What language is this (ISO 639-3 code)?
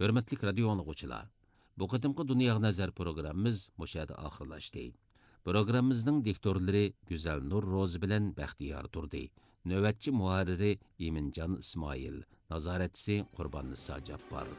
uig